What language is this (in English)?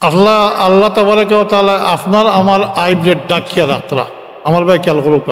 Sylheti